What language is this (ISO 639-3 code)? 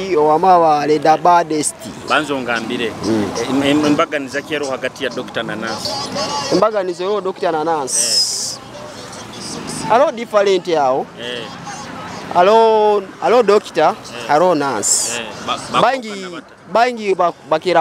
nyo